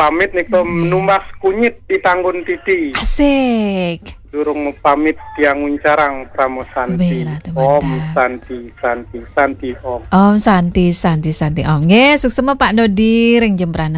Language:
Balinese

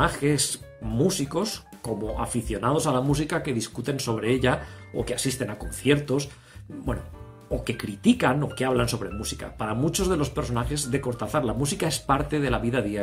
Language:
Spanish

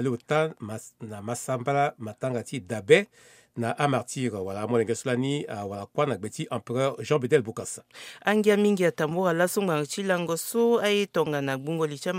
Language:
Sango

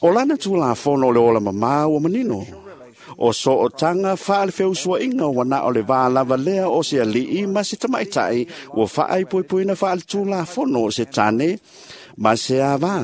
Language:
Samoan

